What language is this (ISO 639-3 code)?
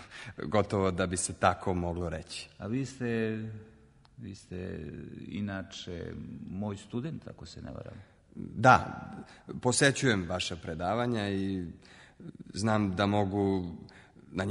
srp